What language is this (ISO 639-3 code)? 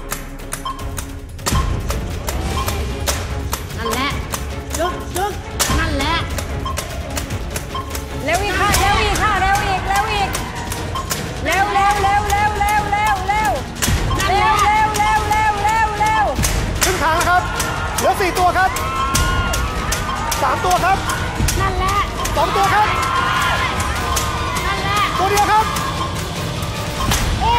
tha